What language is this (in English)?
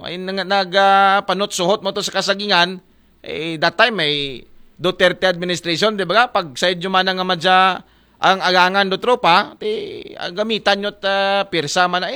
Aklanon